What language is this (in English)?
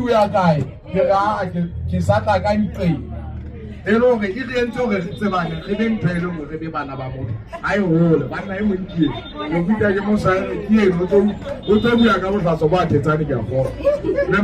Southern Sotho